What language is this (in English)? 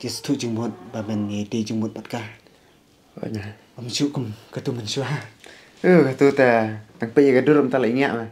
Khasi